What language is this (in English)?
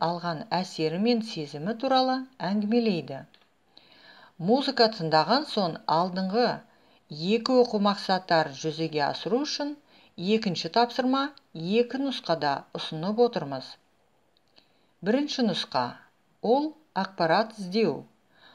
Kazakh